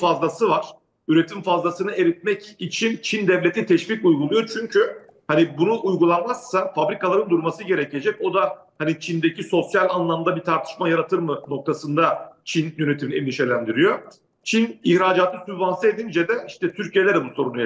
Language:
Turkish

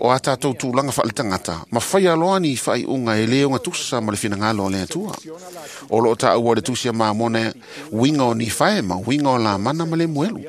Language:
Samoan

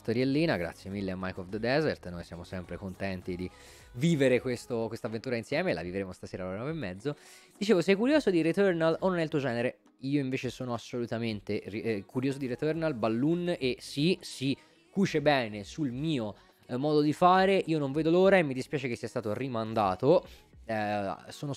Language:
Italian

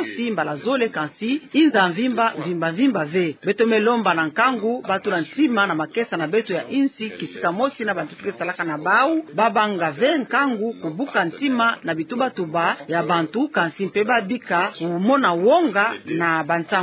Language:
Kituba (Democratic Republic of Congo)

